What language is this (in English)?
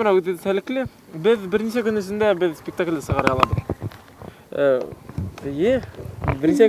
Bashkir